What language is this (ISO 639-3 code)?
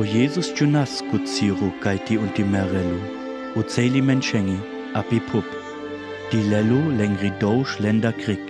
rmo